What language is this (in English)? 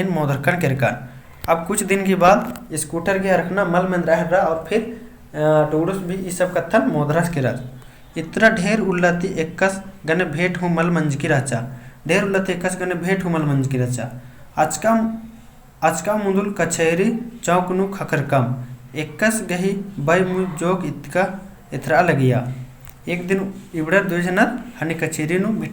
Kurukh